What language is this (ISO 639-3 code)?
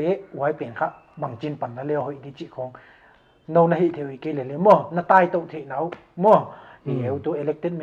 pck